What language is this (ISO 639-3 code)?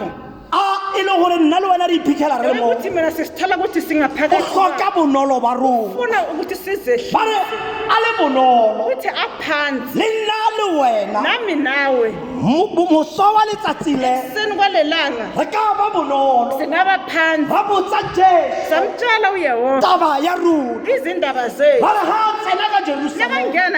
tsn